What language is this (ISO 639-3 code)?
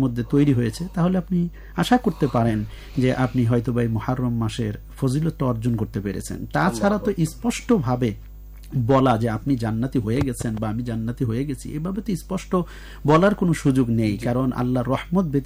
ben